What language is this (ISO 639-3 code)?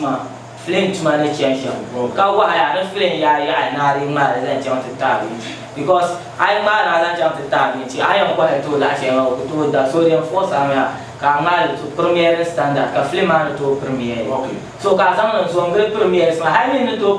dag